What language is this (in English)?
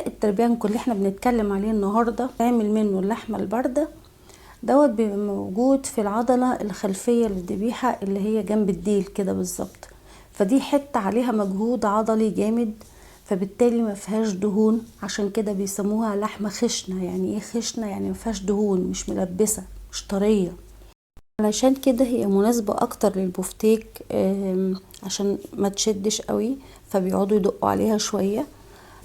Egyptian Arabic